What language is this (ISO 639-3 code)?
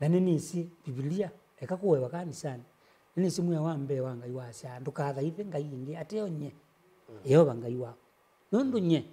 kam